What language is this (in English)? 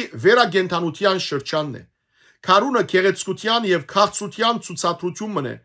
Western Armenian